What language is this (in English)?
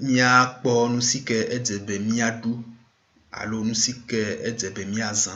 Ewe